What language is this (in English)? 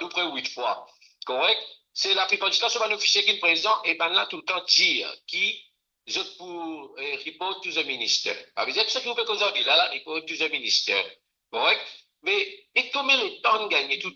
Morisyen